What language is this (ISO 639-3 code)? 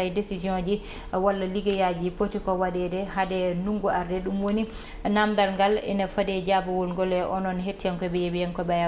ful